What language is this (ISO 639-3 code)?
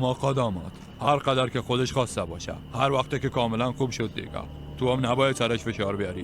fas